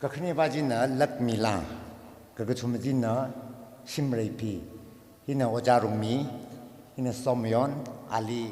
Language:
Tangkhul Naga (India)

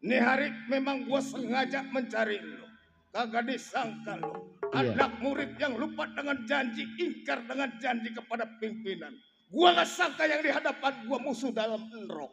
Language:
Betawi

